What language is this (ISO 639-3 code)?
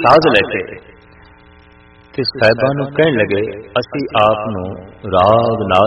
pan